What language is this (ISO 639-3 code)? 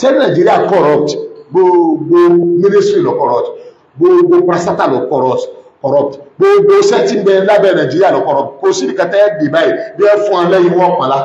yor